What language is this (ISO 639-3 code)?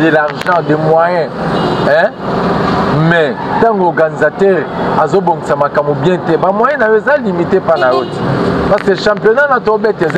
lin